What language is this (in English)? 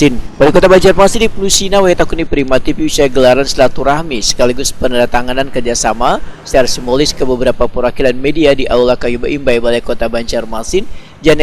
Banjar